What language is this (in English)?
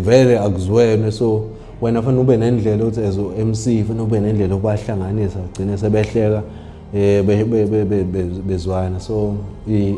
Zulu